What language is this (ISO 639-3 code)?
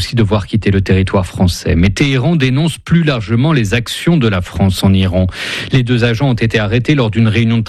fra